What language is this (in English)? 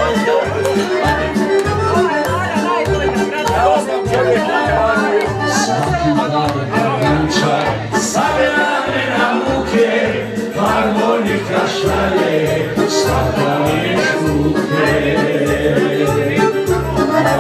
Croatian